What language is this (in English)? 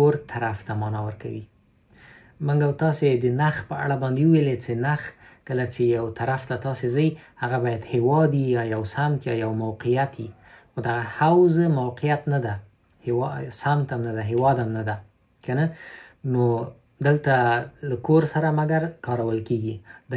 Pashto